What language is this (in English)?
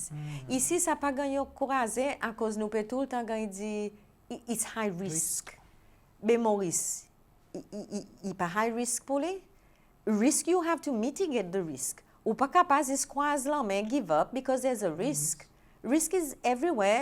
Seselwa Creole French